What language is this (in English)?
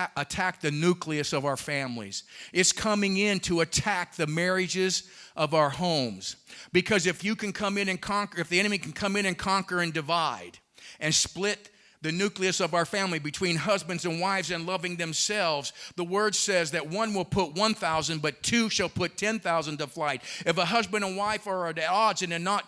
English